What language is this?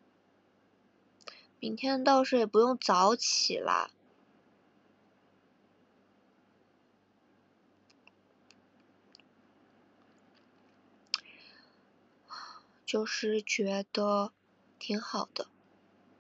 Chinese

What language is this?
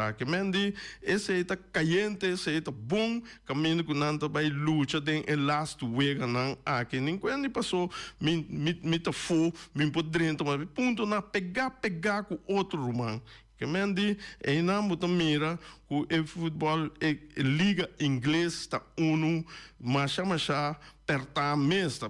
Papiamento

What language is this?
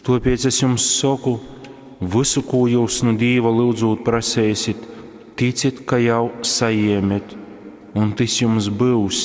Latgalian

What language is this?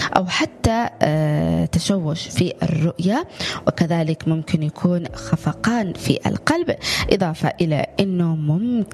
Arabic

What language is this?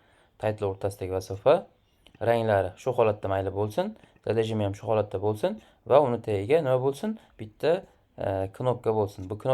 Uzbek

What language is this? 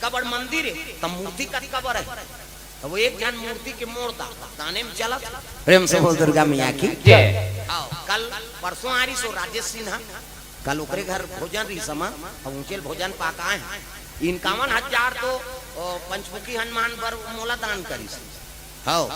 Chhattisgarhi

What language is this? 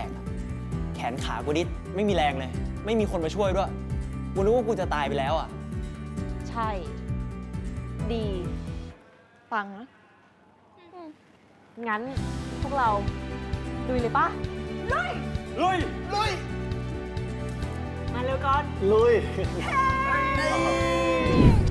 Thai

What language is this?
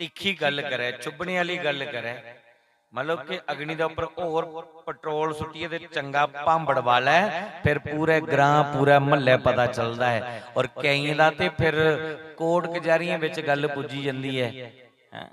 Dogri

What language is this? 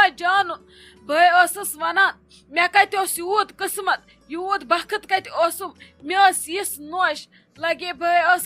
Kashmiri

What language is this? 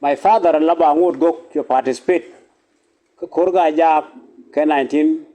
Nuer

